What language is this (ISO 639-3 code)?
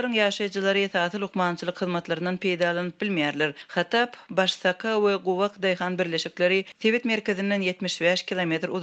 tuk